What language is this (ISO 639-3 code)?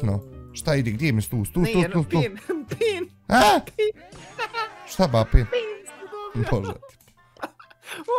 bos